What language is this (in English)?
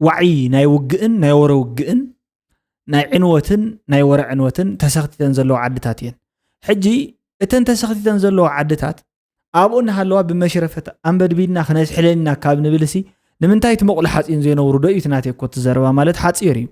Tigrinya